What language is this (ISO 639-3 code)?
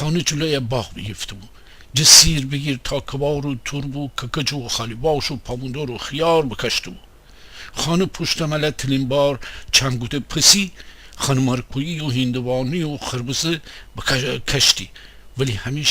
glk